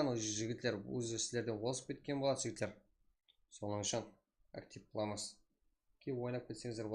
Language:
Kara-Kalpak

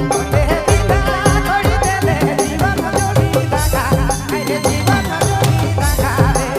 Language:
Sadri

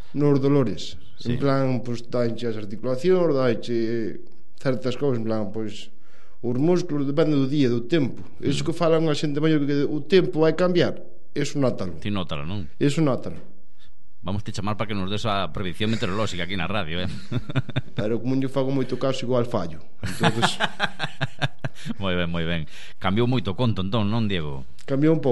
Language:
Galician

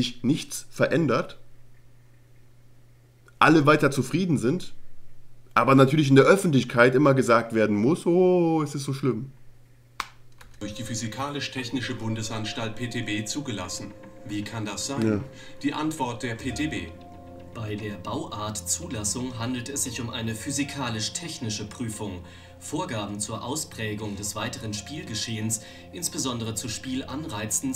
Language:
German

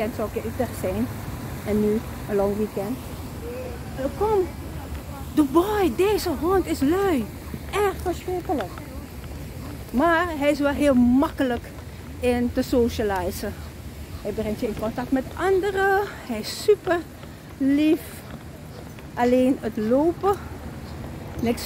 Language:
Dutch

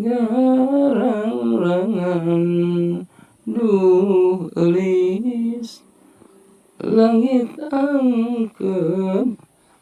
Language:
Sundanese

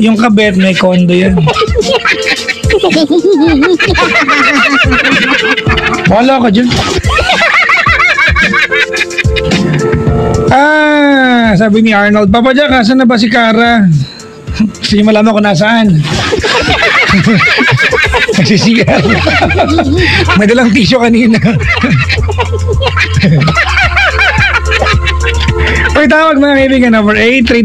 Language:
Filipino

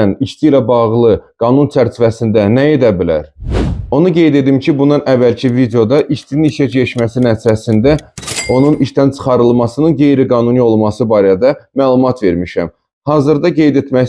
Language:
Azerbaijani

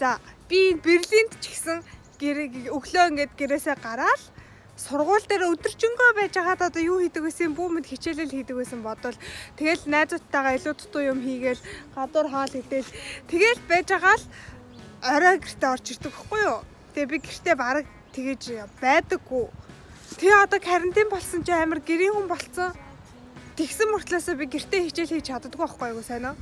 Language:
Mongolian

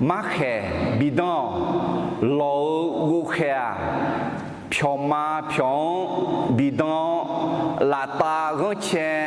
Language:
Akha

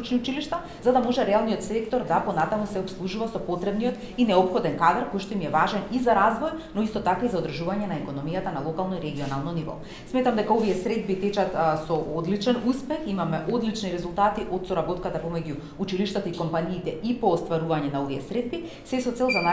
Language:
Macedonian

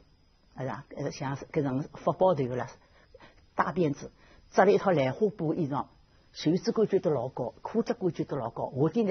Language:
Wu Chinese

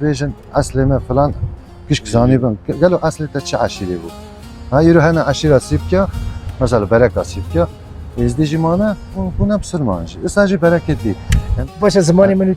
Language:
Kurdish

